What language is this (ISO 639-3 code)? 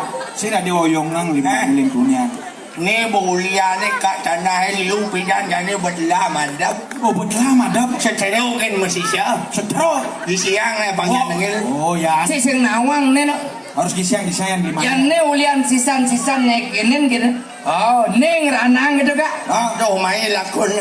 ban